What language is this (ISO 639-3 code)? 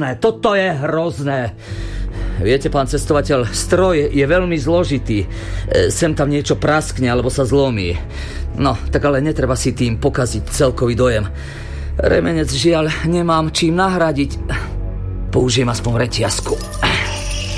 slk